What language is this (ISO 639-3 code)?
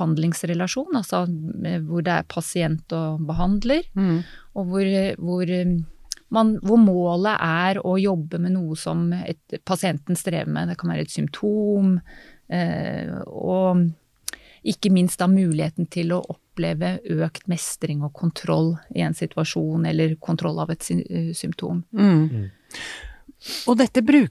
nor